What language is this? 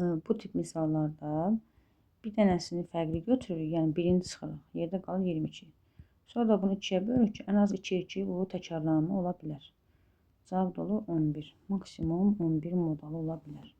Azerbaijani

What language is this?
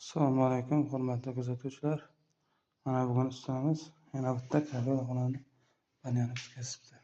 Uzbek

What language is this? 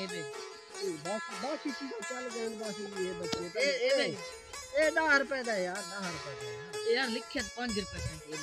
Saraiki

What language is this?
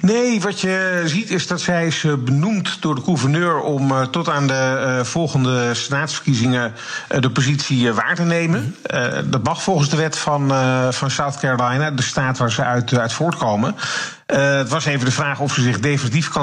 Dutch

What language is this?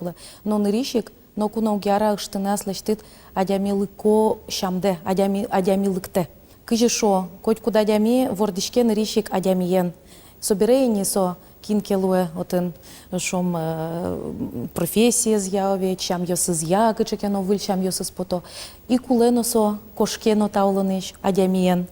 Udmurt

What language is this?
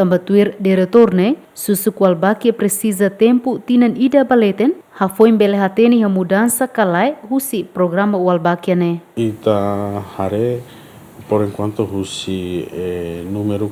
Tetum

